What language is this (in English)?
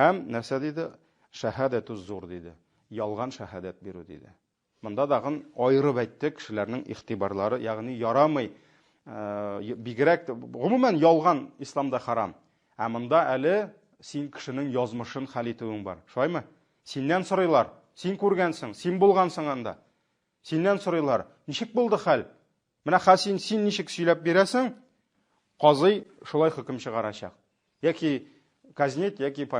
Tatar